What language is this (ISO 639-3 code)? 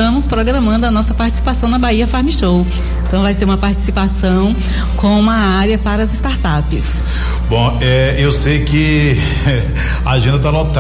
por